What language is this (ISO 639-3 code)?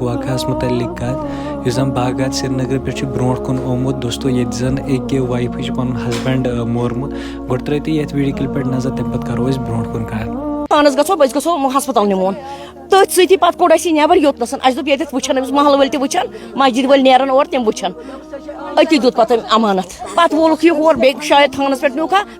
kas